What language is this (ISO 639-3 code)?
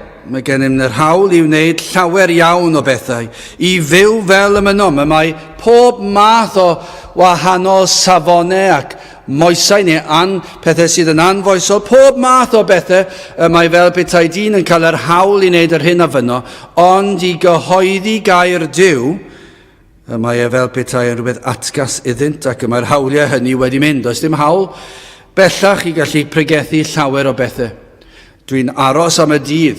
cym